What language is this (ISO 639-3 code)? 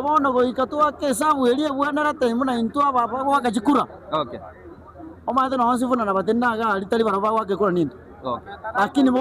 guz